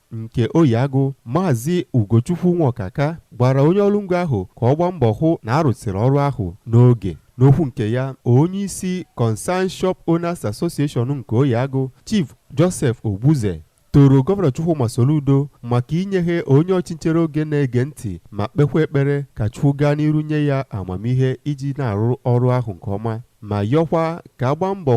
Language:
Igbo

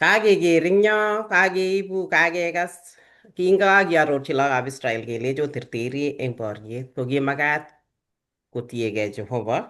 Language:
Kalenjin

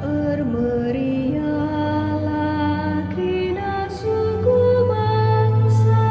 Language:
Batak Karo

